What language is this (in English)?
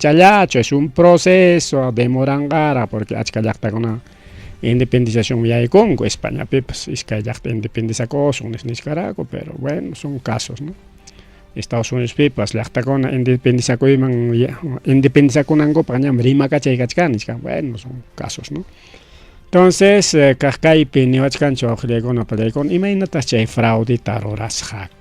Ayacucho Quechua